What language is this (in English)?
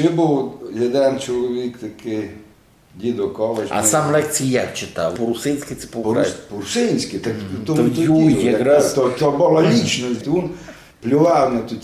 Rusyn